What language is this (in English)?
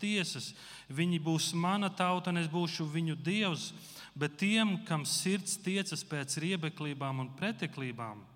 Latvian